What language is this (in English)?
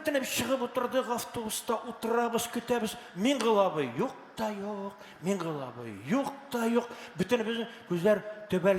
Tatar